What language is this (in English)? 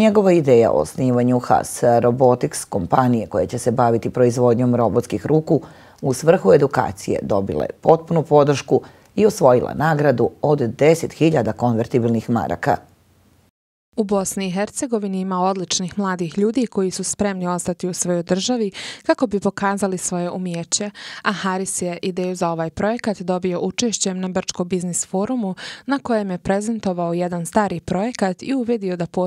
Bosnian